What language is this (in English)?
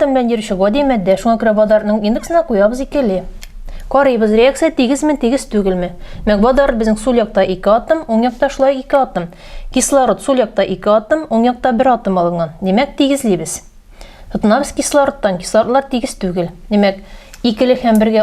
Tatar